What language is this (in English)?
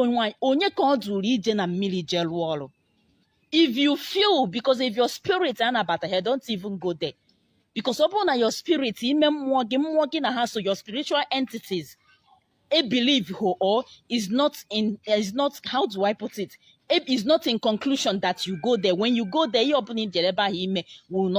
Igbo